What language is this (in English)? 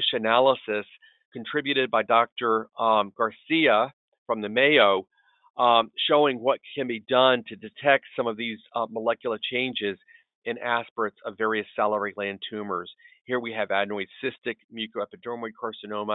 English